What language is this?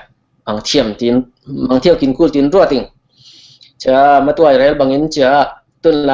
Falam Chin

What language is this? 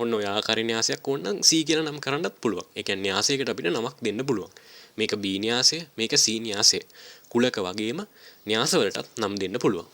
Sinhala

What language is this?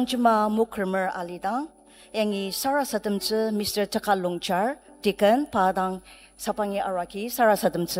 Ao Naga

